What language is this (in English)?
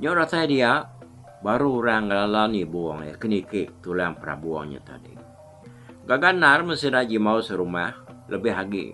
Iban